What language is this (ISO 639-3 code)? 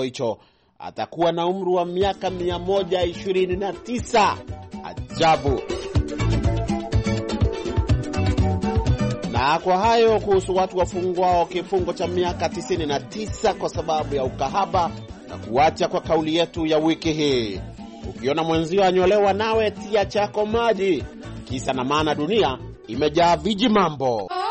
swa